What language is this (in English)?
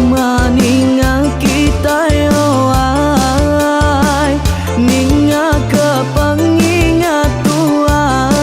Iban